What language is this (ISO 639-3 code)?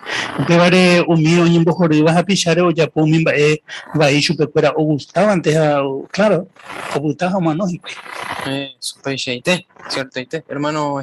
grn